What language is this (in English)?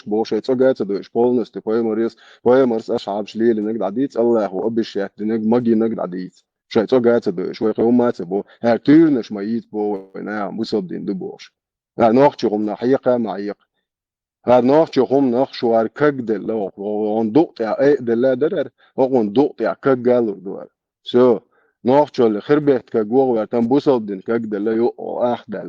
Chechen